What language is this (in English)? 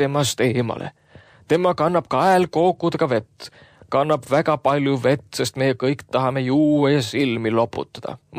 Estonian